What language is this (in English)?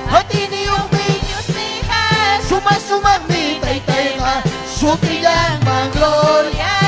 Ayacucho Quechua